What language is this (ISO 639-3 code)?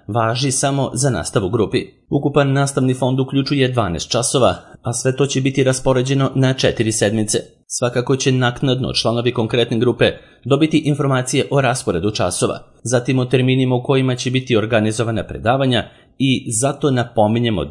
srp